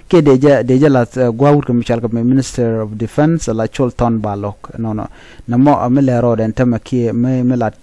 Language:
Nuer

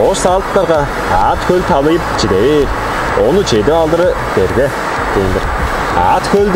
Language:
Tuvinian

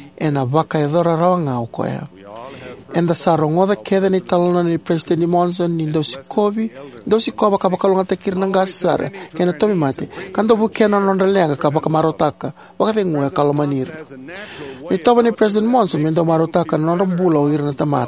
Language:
Fijian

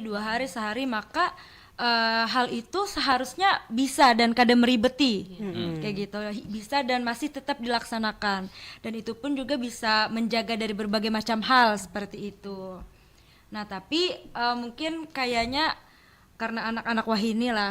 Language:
Banjar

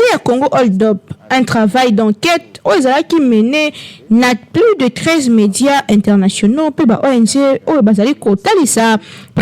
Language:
Lingala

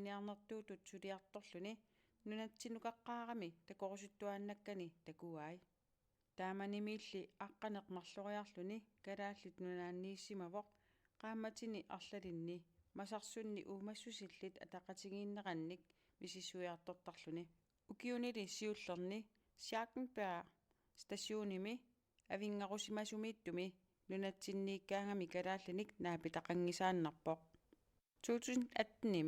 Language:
Kalaallisut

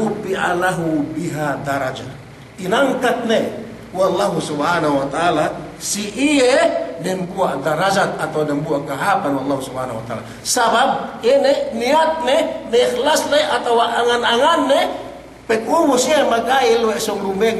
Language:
Yakan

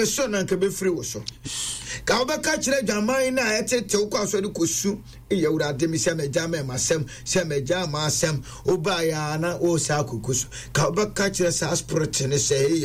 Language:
Akan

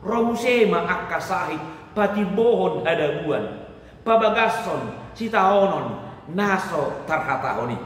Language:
Batak Toba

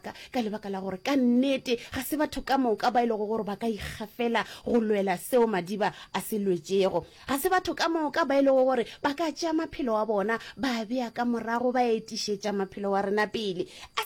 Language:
Northern Sotho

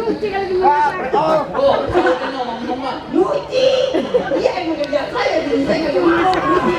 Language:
Betawi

